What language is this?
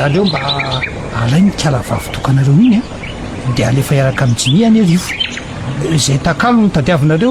Malagasy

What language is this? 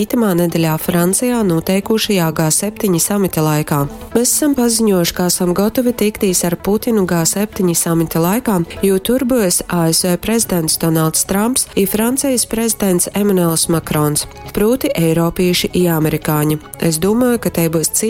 Latgalian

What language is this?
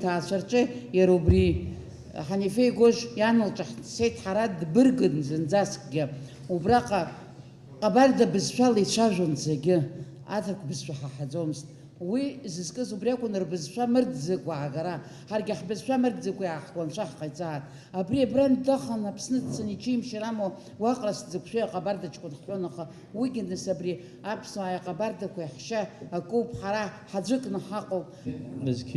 Abkhazian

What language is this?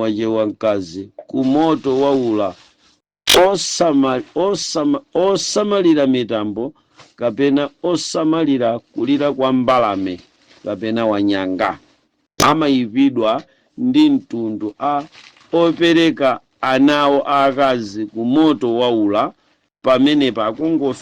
Nyanja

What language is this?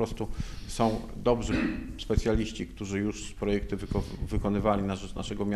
Polish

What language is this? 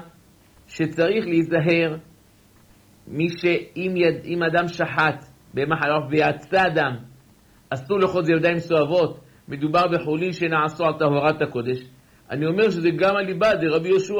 Hebrew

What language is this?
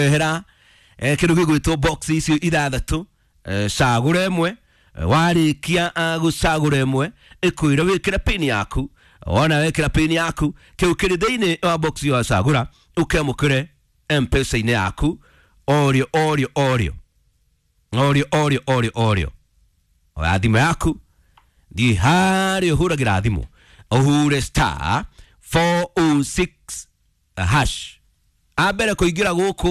Kikuyu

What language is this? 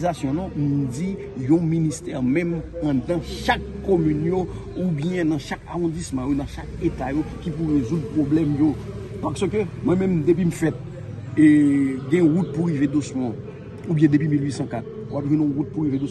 Haitian Creole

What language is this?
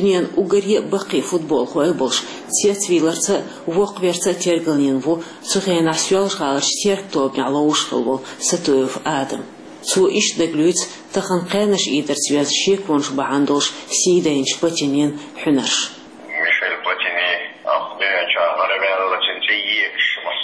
Chechen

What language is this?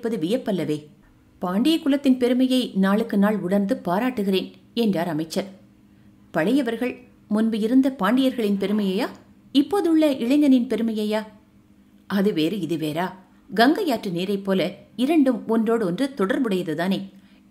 Tamil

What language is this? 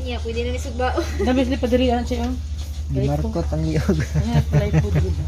Cebuano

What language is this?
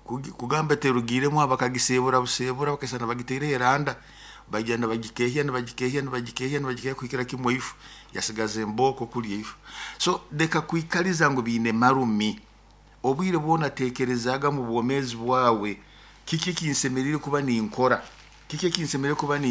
Nyoro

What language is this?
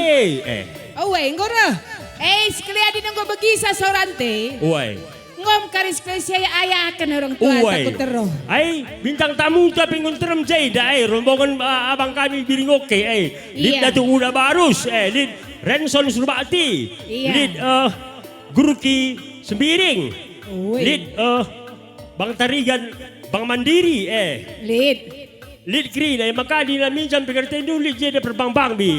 Batak Karo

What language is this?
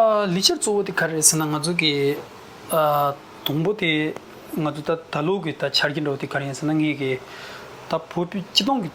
Tibetan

